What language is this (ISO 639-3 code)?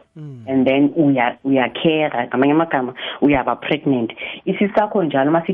nbl